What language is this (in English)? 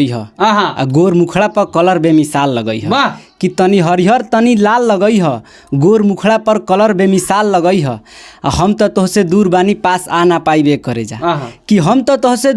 Bhojpuri